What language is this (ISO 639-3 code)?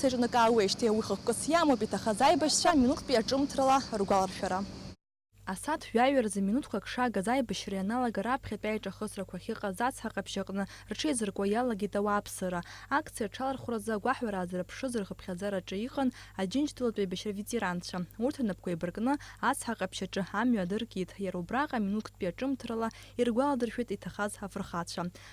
abk